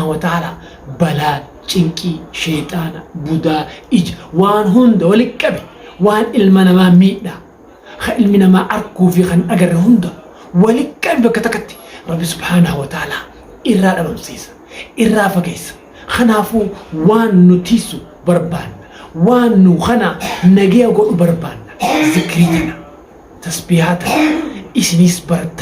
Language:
Oromo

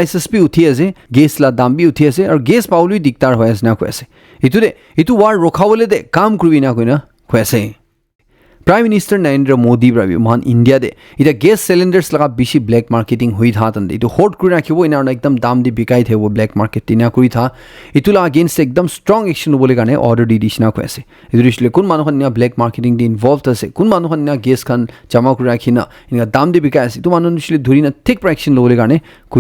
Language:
Naga Pidgin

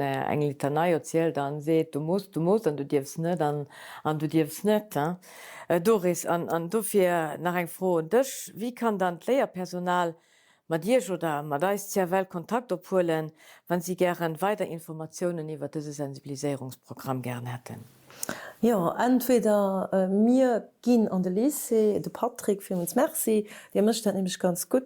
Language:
Luxembourgish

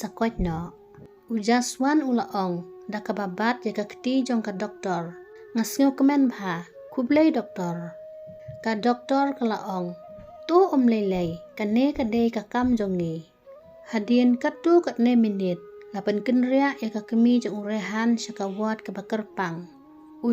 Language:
Khasi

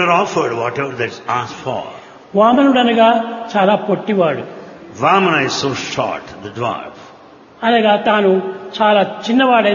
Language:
Telugu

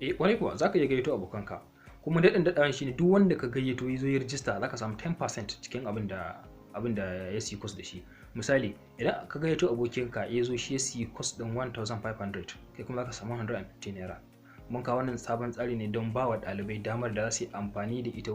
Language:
Hausa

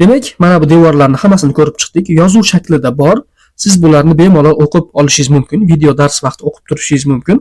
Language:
Uzbek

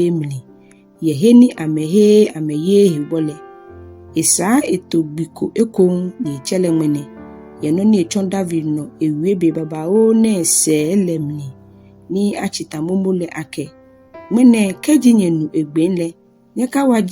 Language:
Ga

